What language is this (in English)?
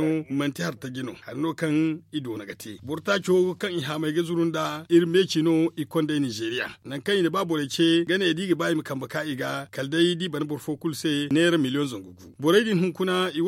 Zarma